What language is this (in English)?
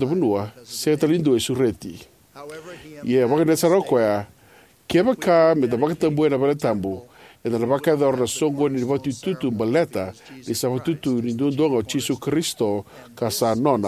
Fijian